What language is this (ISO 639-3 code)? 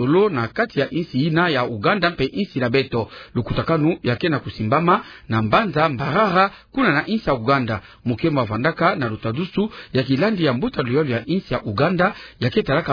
ktu